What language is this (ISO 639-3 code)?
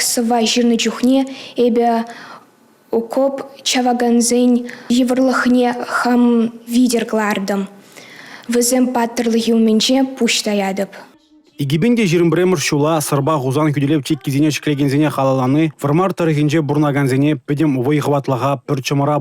chv